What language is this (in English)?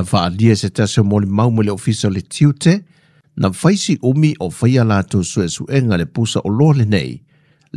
Samoan